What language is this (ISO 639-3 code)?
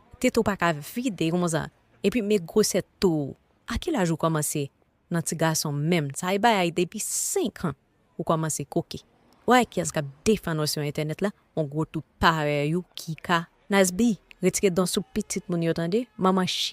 hat